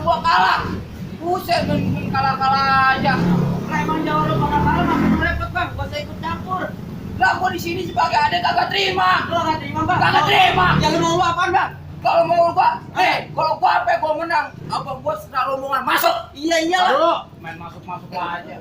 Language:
Betawi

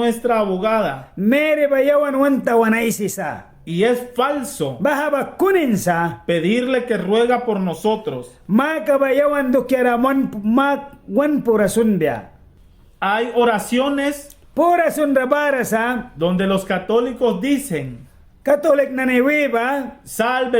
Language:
Mískito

